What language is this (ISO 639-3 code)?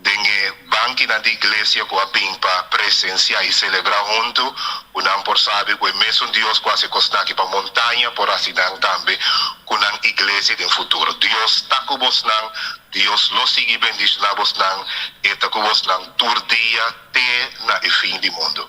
pap